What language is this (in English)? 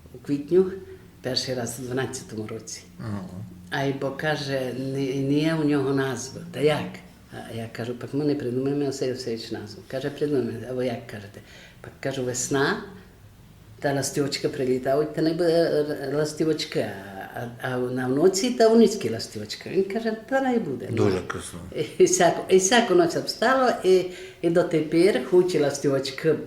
Rusyn